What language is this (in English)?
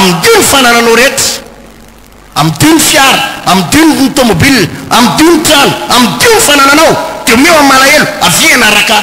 Malagasy